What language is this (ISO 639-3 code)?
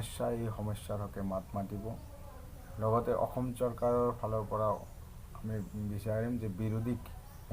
asm